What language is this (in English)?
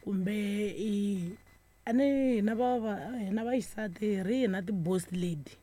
Tsonga